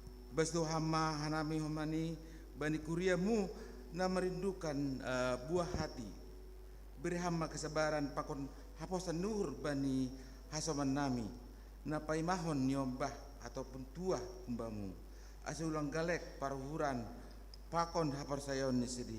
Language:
Batak Simalungun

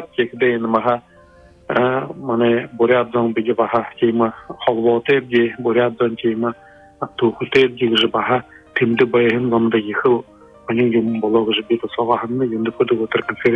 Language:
Buriat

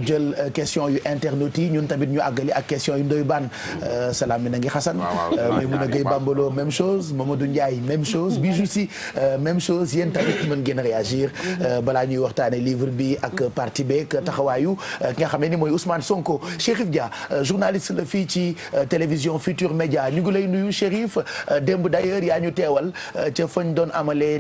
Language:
Wolof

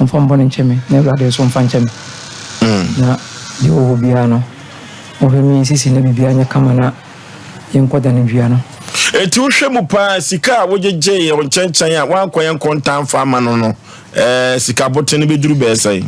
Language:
Akan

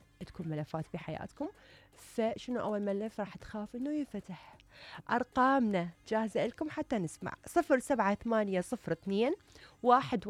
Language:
Mesopotamian Arabic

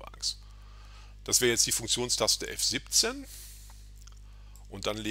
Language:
German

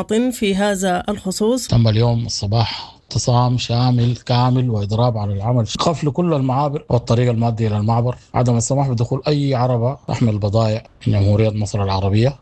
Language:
Sudanese Arabic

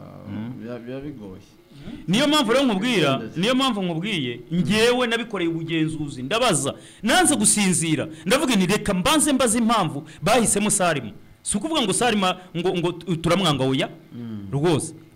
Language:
Kinyarwanda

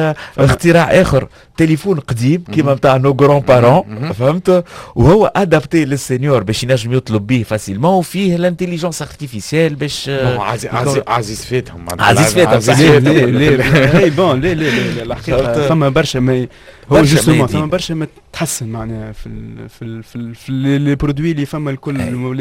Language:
Tunisian Arabic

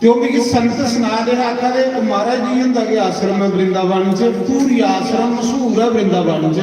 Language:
Dogri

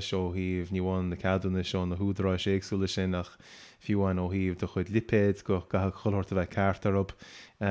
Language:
Irish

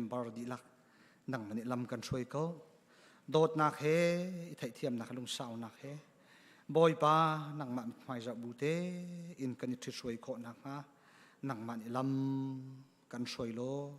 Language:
Hakha Chin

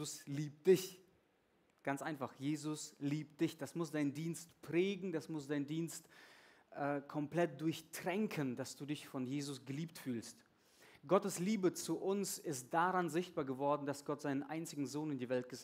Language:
German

